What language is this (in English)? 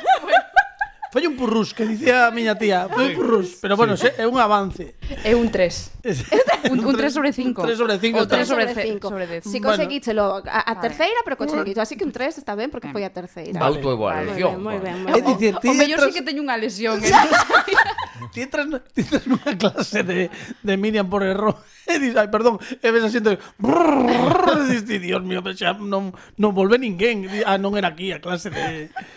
Galician